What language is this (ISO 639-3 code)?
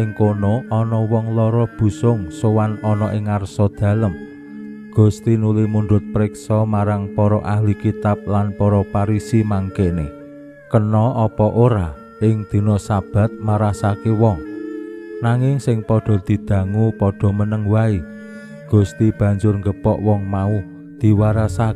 jav